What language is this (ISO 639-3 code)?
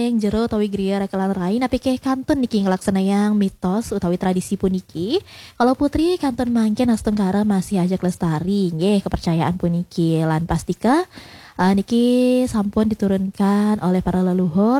ban